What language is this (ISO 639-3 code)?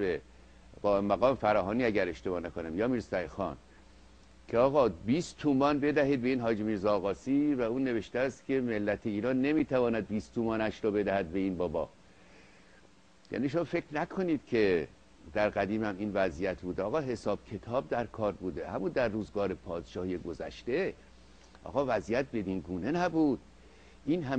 fas